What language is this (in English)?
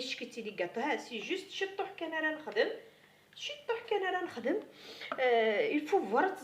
Kabyle